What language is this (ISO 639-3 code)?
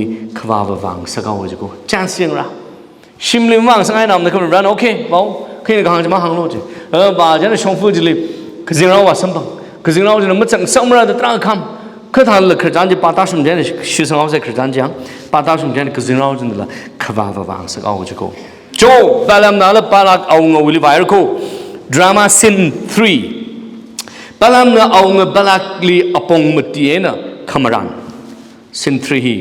nmf